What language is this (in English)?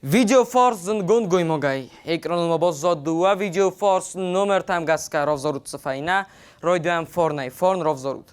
Ossetic